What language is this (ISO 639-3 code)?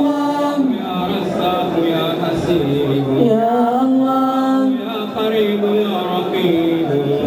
ara